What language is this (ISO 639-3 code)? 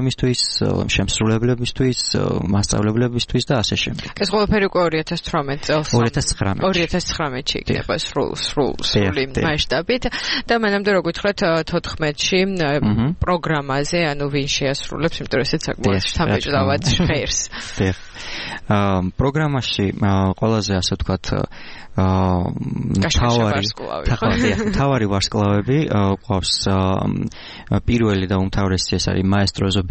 kat